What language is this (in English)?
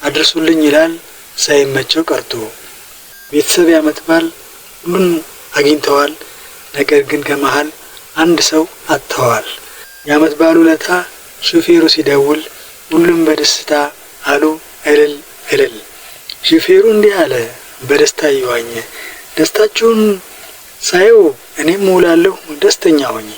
Amharic